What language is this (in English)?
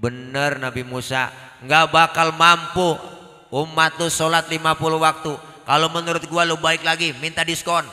Betawi